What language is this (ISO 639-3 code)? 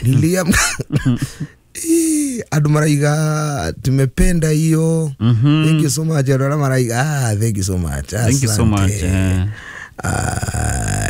kik